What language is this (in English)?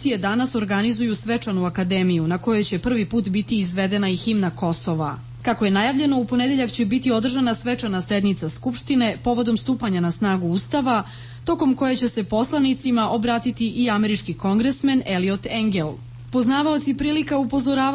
Serbian